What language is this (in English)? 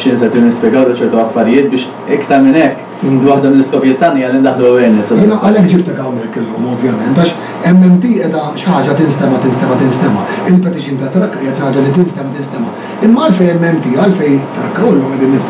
Maltese